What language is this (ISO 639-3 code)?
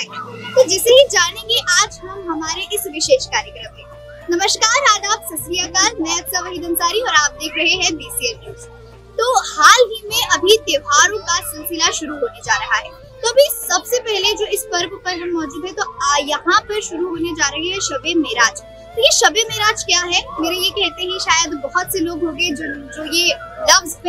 hin